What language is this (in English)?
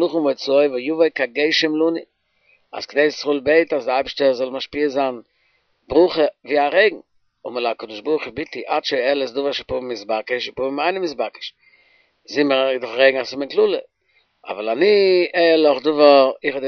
Yiddish